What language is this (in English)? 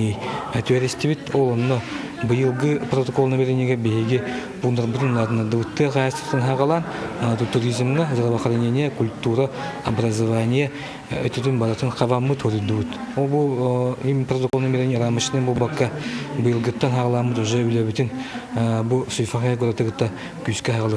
Yakut